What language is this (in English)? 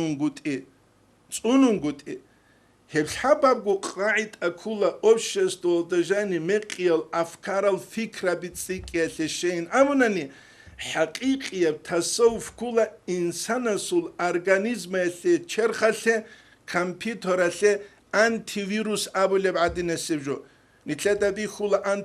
Avaric